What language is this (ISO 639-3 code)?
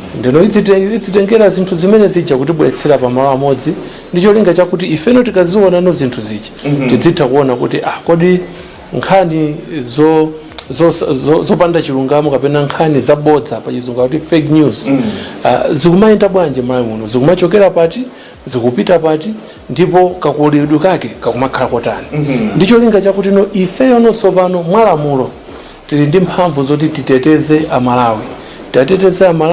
nya